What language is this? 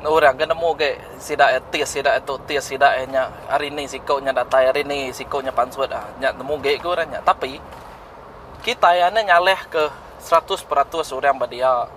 Iban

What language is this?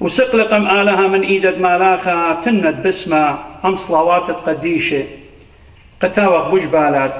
Assyrian Neo-Aramaic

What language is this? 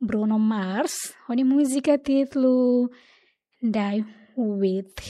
Tetum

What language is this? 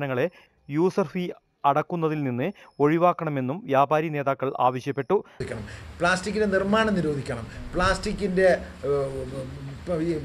Malayalam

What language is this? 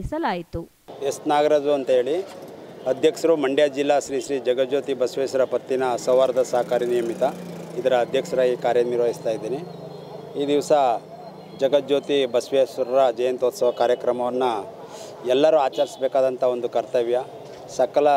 Kannada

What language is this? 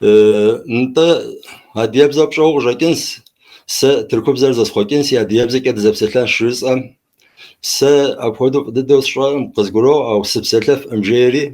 Kabardian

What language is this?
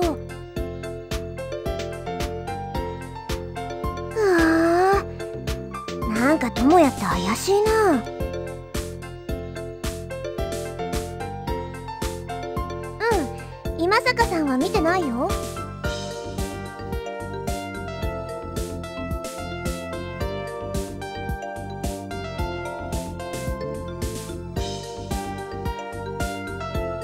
Japanese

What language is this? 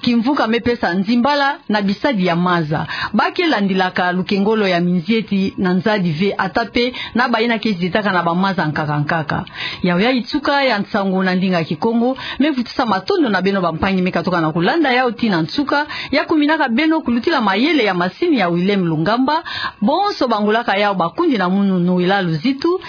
Kituba (Democratic Republic of Congo)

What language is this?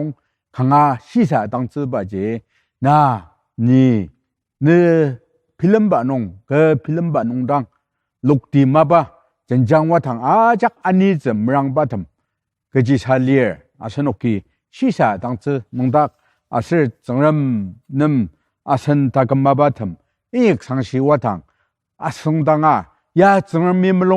Ao Naga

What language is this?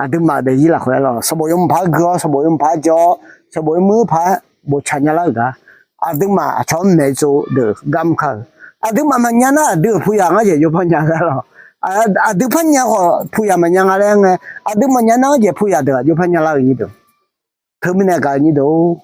Akha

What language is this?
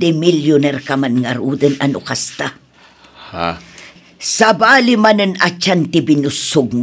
Iloko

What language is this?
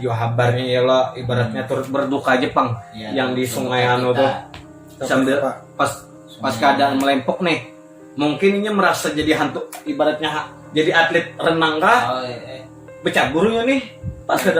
Banjar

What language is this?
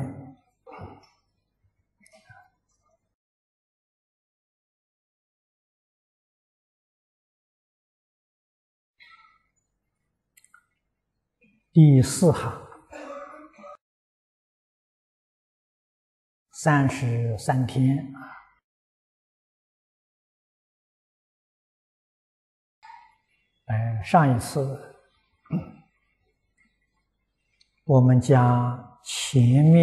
Chinese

